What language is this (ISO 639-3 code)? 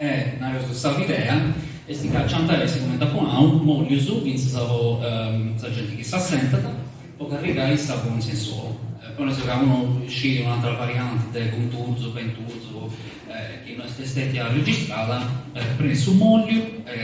srd